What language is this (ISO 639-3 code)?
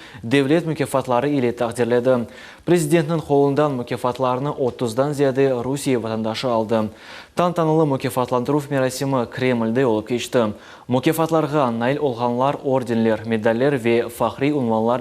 crh